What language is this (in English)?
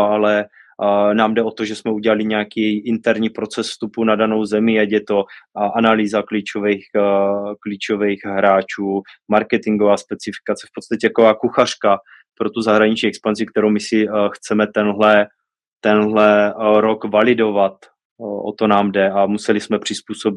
Czech